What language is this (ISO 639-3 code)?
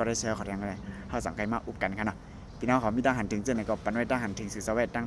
shn